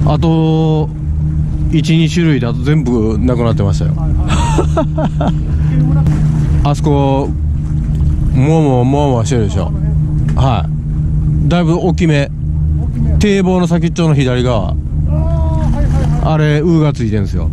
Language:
Japanese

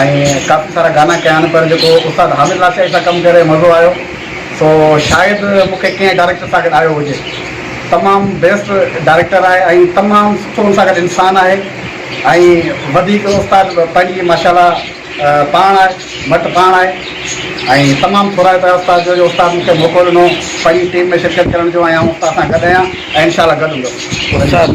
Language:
Sindhi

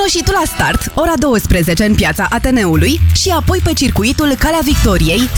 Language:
Romanian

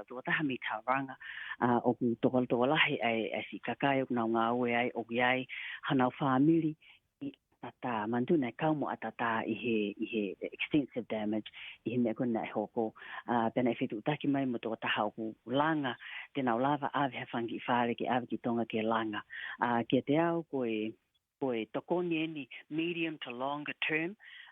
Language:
Tongan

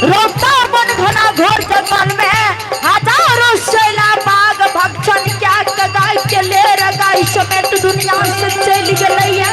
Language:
Maithili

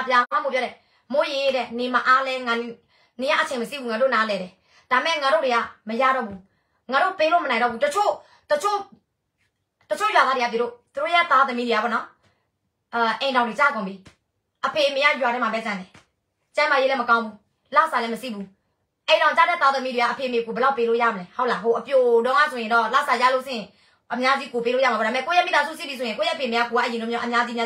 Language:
Burmese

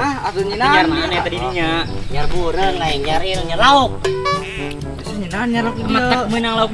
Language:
Sundanese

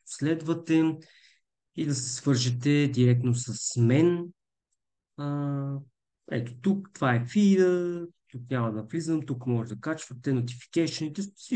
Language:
Bulgarian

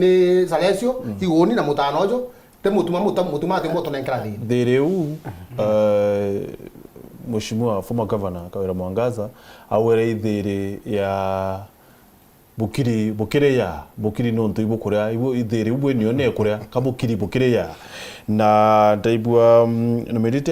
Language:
Meru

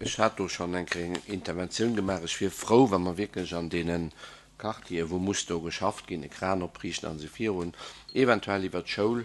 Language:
Luxembourgish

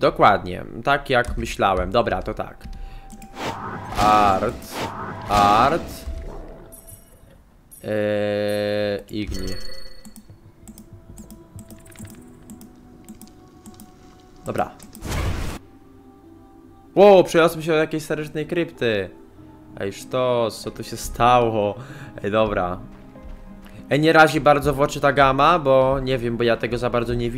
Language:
Polish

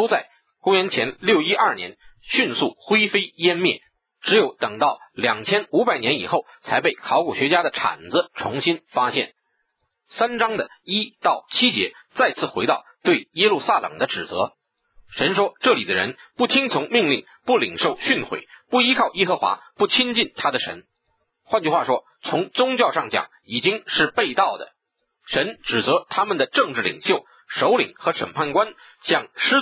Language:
Chinese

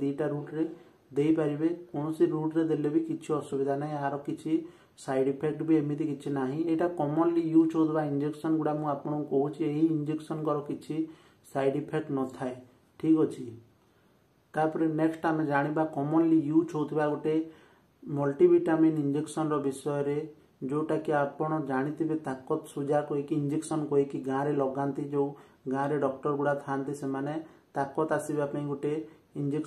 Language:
Odia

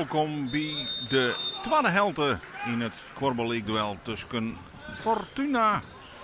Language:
Western Frisian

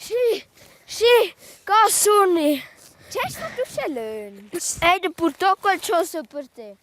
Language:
Romansh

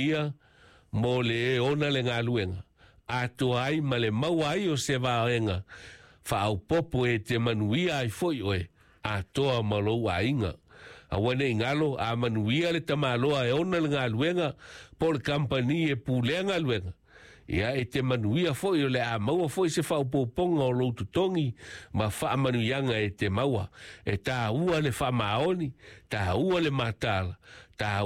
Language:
Samoan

